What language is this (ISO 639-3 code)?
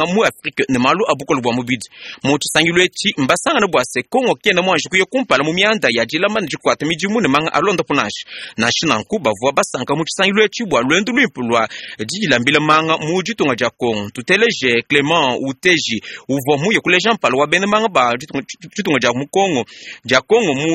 lua